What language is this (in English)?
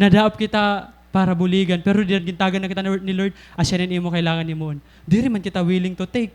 Waray